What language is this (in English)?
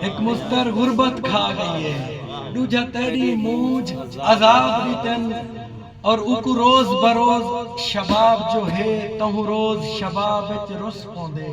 Saraiki